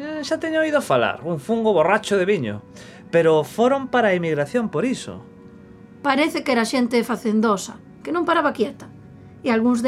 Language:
Galician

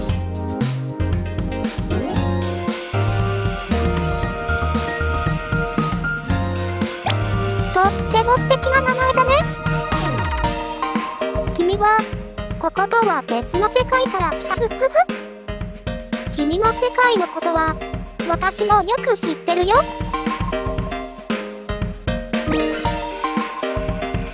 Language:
Japanese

